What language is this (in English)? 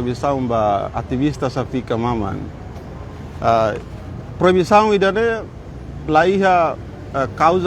Tetum